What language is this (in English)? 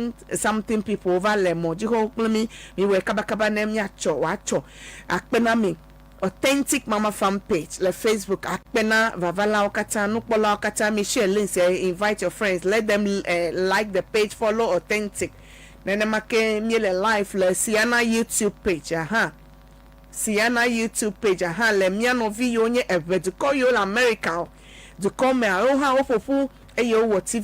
Ewe